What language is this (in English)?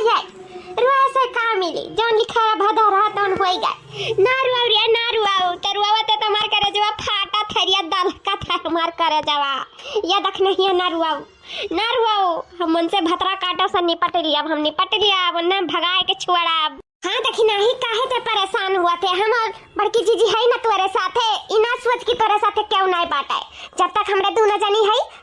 Awadhi